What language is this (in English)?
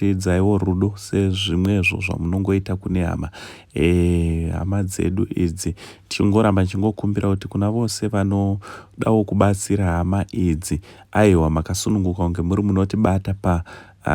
Shona